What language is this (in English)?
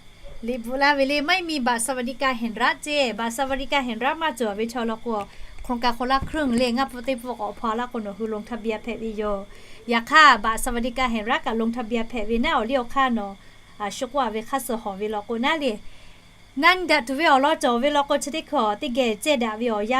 Lahu